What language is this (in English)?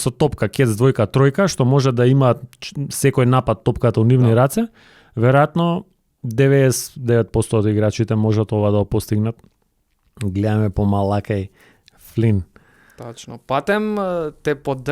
Macedonian